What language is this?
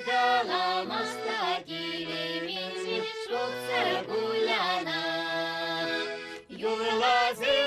Chuvash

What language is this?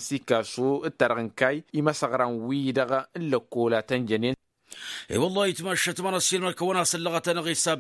Tamasheq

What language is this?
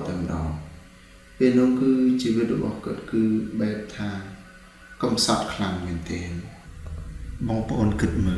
Khmer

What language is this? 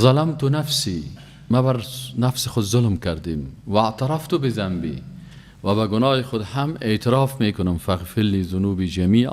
Persian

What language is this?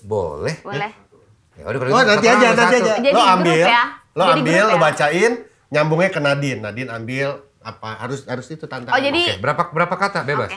Indonesian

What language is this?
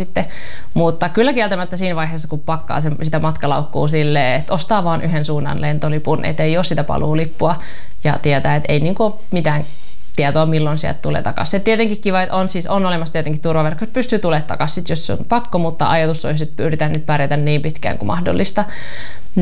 Finnish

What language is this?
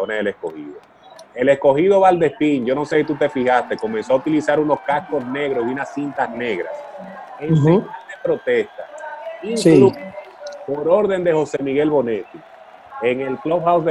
Spanish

